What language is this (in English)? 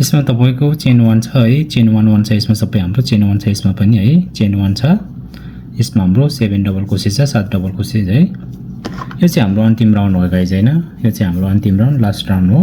Nepali